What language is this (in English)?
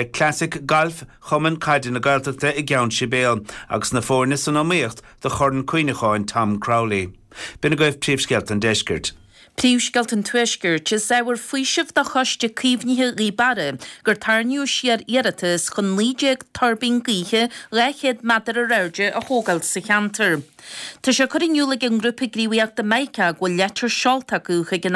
Irish